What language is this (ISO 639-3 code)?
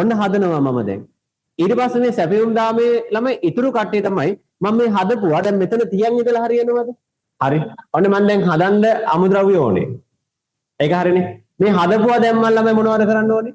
sin